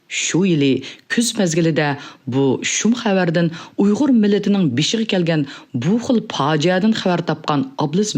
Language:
Uyghur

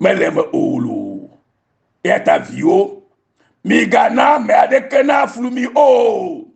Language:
Ewe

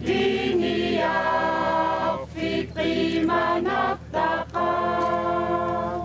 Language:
Kalaallisut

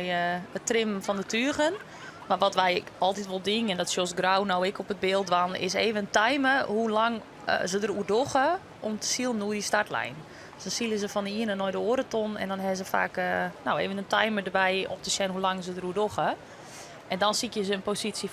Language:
Western Frisian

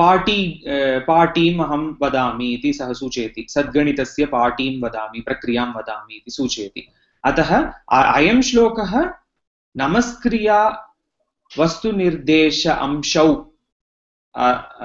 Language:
Sanskrit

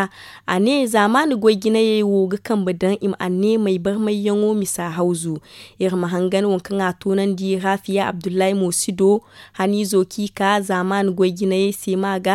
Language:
Zarma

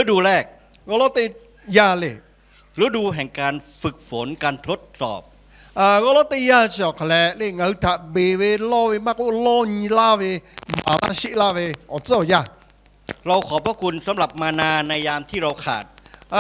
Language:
Lahu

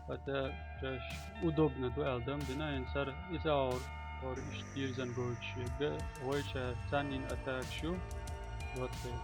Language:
Chechen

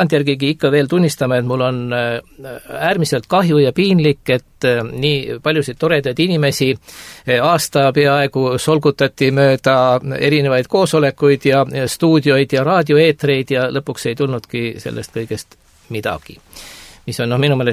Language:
Estonian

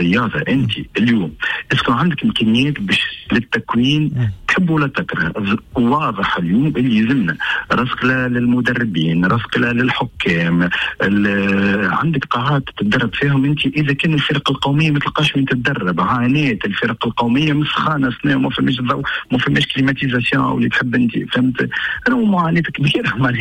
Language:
Tunisian Arabic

